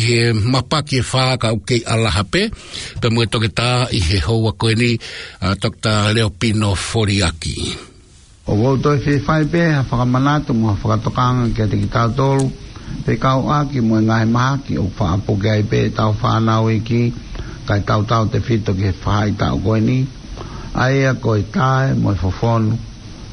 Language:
Tongan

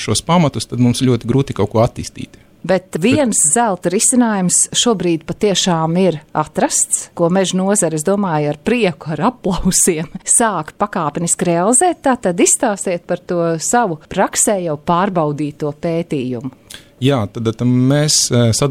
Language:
Latvian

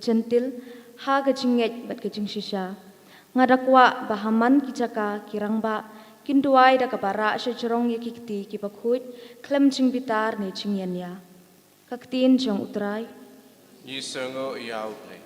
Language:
Khasi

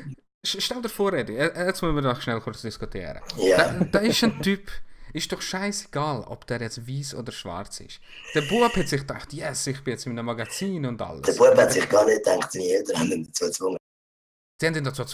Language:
Swiss German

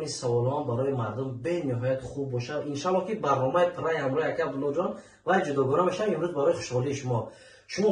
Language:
Tajik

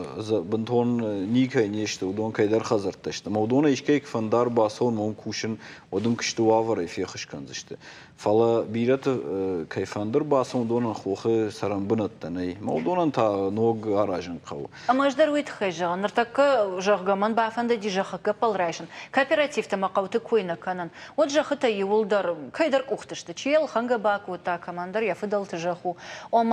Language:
Ossetic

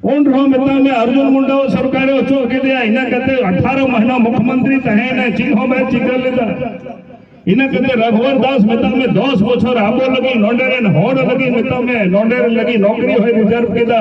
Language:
Santali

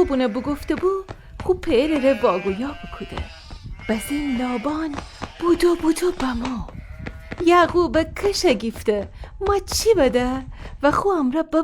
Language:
Gilaki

